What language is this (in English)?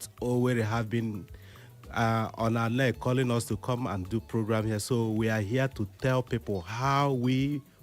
Igbo